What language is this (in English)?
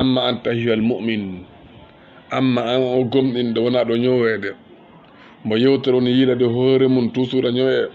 Fula